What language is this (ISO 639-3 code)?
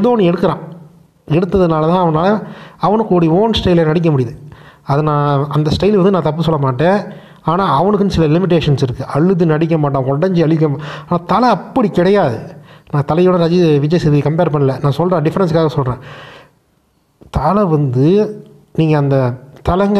tam